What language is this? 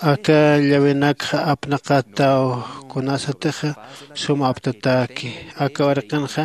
Aymara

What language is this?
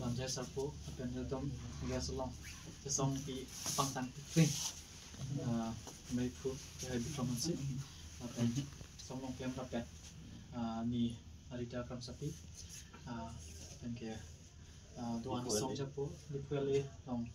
Karbi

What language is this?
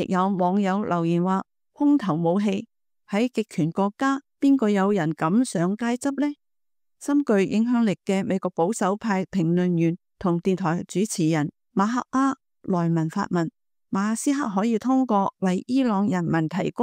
Cantonese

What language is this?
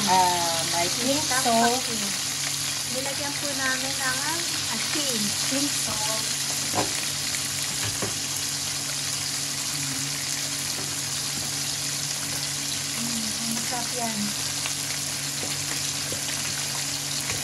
Filipino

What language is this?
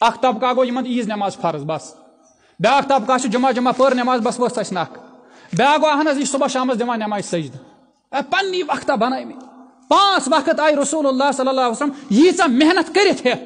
Kashmiri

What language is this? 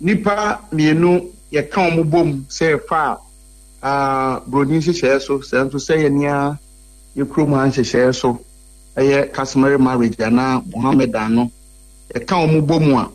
Akan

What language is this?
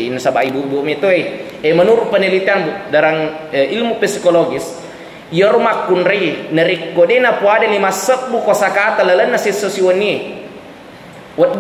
Buginese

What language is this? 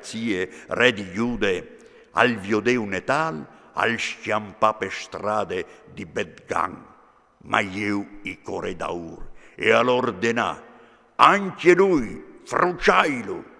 Friulian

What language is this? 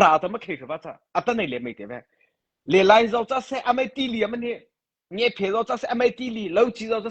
Mara Chin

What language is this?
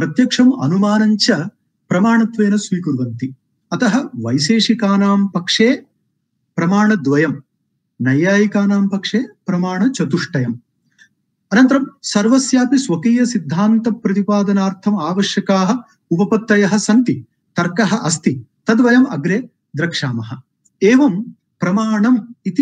Sanskrit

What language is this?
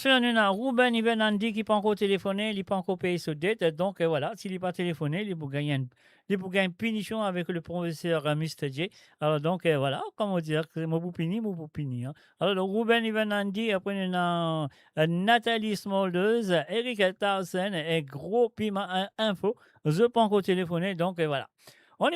Morisyen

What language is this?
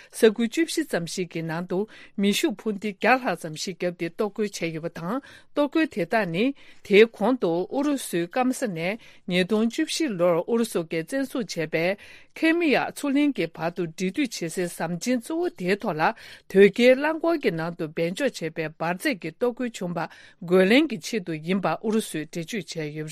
Tibetan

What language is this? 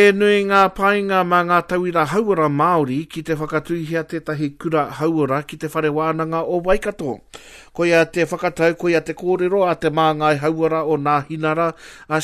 Māori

